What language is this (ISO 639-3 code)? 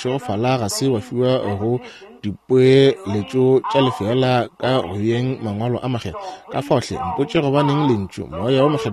nso